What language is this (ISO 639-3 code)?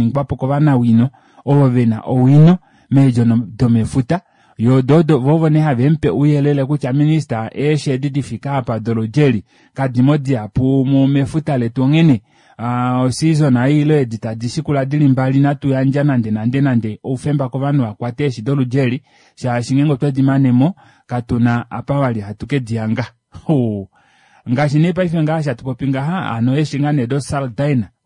kua